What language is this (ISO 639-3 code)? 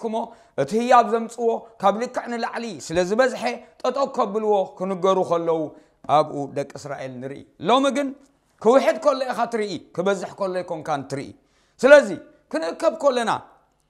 tir